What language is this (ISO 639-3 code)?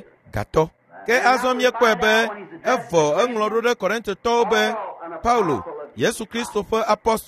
ewe